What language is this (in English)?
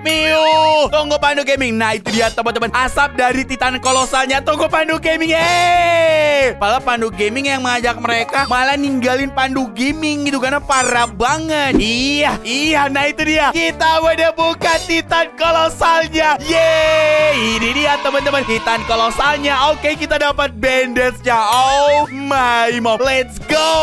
Indonesian